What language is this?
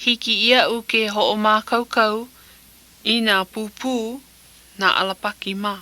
Hawaiian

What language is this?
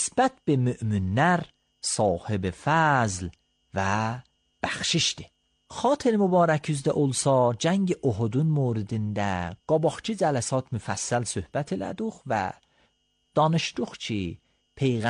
Azerbaijani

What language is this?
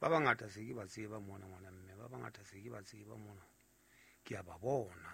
Southern Sotho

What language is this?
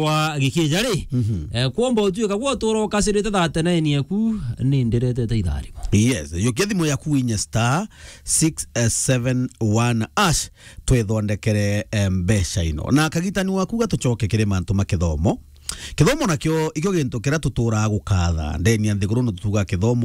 Meru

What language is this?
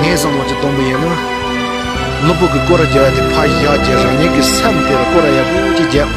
Tibetan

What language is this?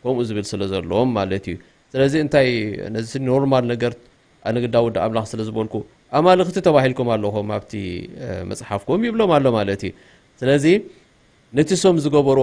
Tigrinya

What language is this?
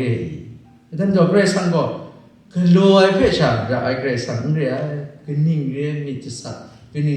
Kachin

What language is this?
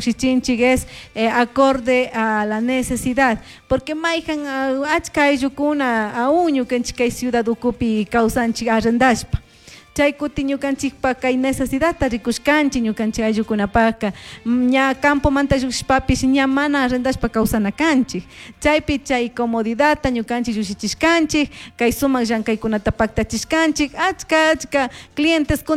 Chimborazo Highland Quichua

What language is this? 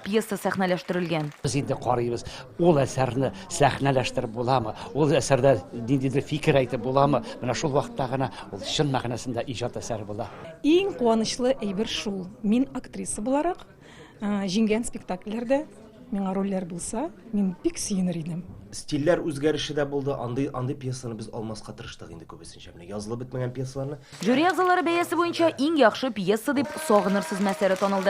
Tatar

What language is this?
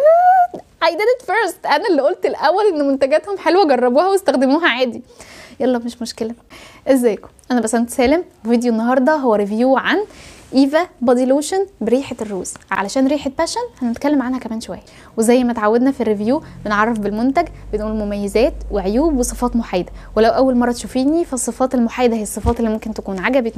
Egyptian Arabic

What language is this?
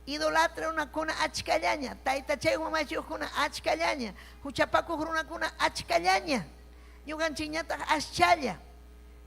Ayacucho Quechua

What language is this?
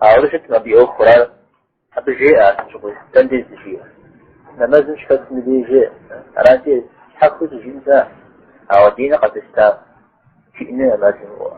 Kabardian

